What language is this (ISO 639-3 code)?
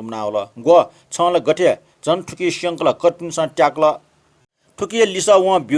new